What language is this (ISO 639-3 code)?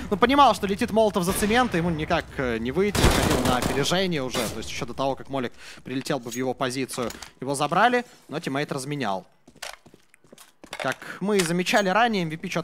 rus